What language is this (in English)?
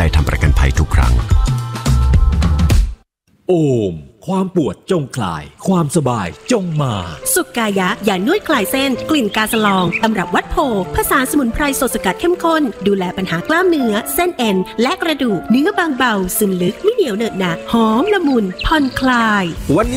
Thai